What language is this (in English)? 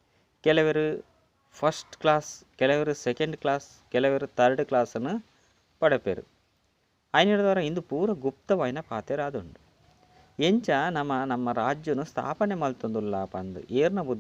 Tulu